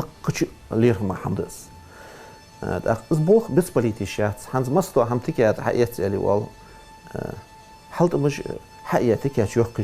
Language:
Ingush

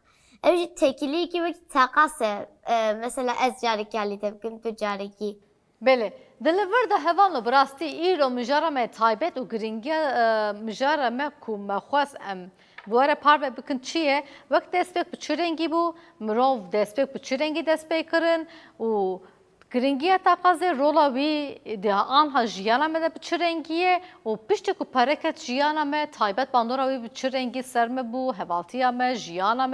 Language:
Kurdish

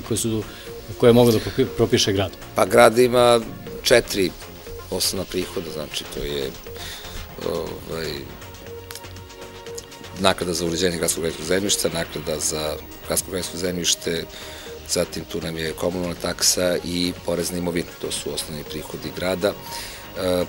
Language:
Serbian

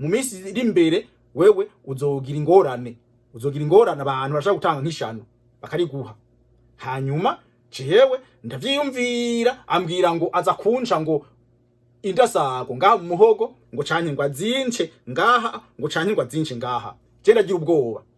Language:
Rundi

